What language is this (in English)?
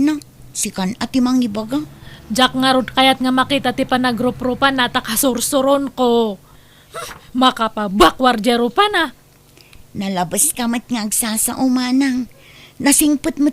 Iloko